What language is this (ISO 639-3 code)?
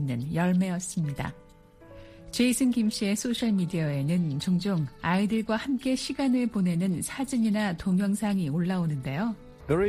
kor